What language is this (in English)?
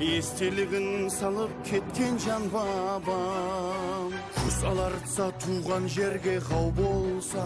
Kara-Kalpak